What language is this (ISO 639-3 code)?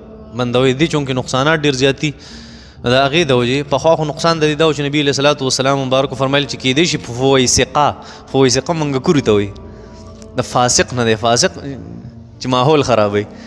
pus